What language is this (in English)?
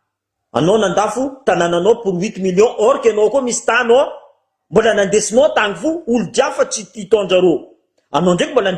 Malagasy